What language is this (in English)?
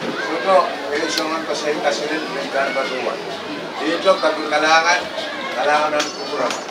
Pohnpeian